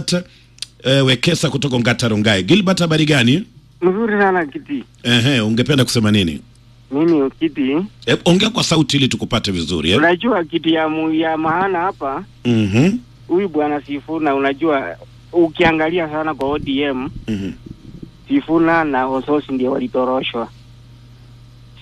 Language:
Swahili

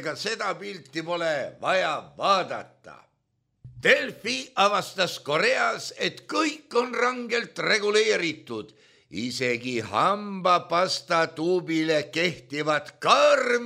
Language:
Estonian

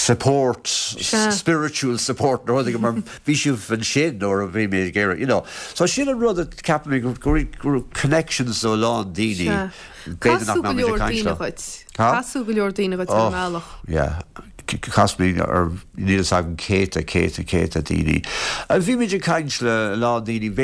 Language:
Irish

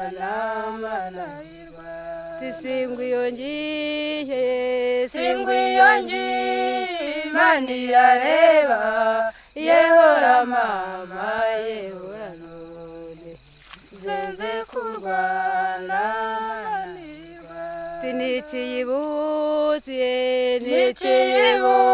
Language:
Kinyarwanda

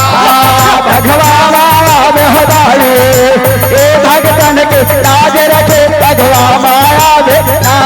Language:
Chhattisgarhi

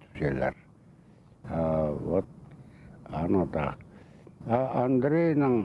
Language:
Khakas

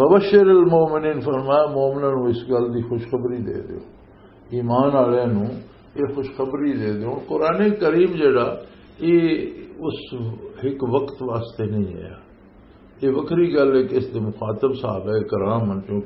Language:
Western Panjabi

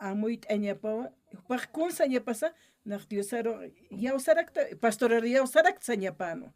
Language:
Aymara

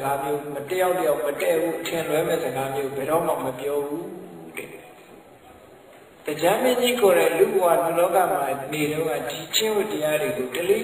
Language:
Burmese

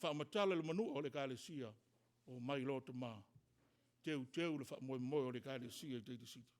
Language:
Samoan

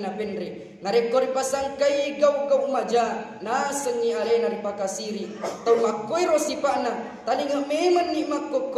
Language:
Buginese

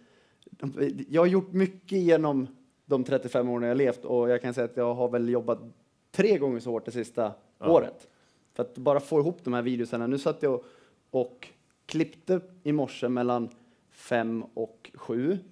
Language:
Swedish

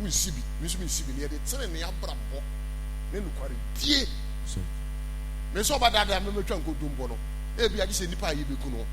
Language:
Akan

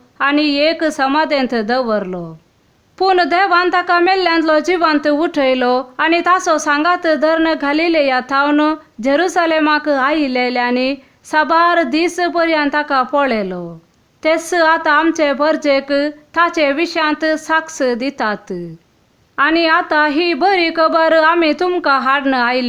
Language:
Konkani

